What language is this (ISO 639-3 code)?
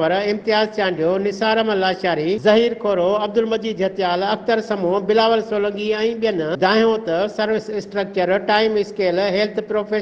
snd